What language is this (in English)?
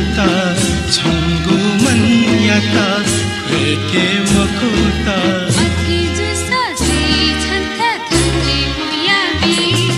Newari